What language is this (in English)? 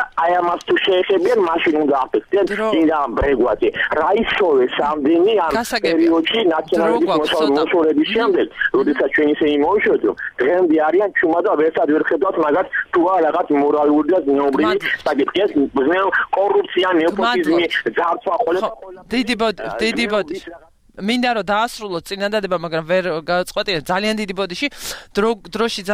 Georgian